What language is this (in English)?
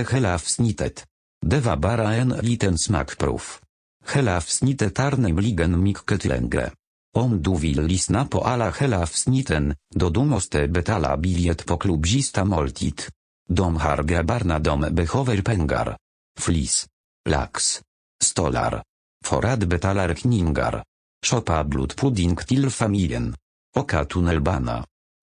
Swedish